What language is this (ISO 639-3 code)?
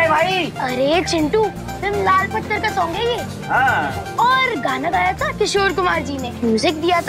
hin